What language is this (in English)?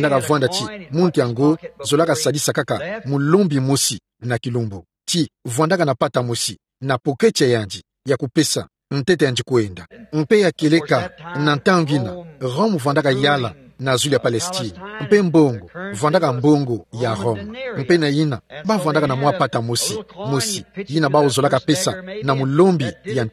Kituba (Democratic Republic of Congo)